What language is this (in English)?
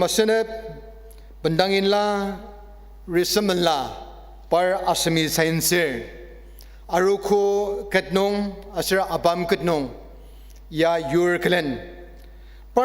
Ao Naga